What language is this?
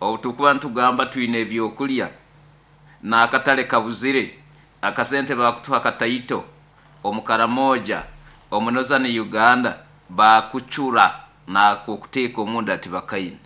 Nyoro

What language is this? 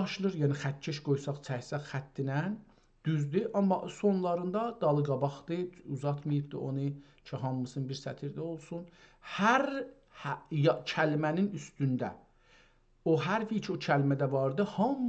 South Azerbaijani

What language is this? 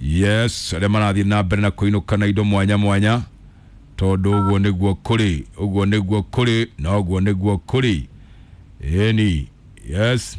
Kikuyu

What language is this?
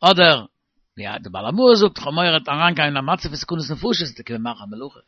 Yiddish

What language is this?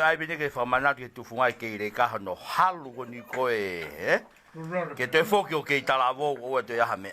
Tongan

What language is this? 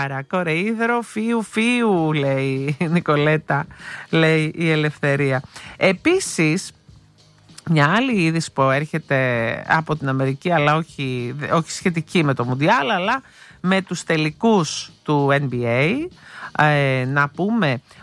Greek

